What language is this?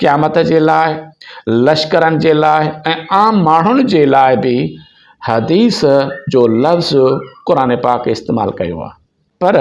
Sindhi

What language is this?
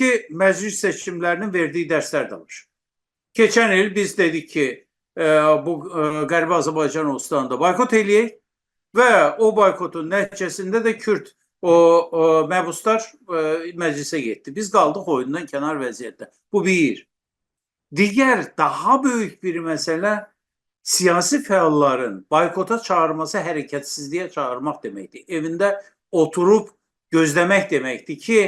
South Azerbaijani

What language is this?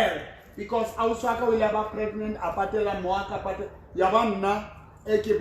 Southern Sotho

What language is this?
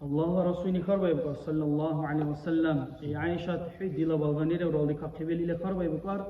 Dargwa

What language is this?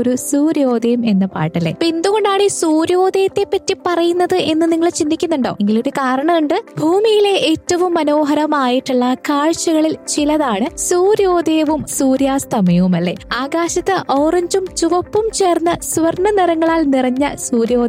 Malayalam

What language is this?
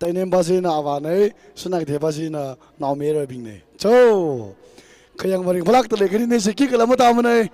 Tangkhul Naga (India)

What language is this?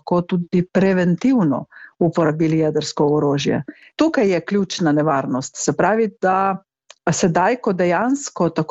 Slovenian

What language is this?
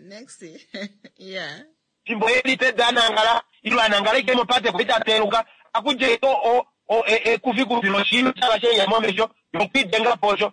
Kuanyama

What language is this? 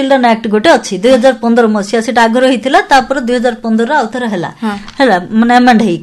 Odia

